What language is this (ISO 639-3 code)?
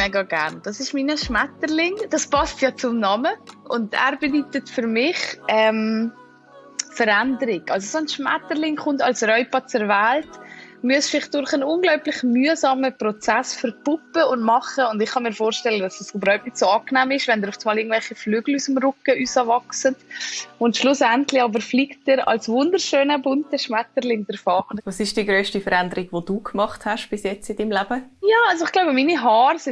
gsw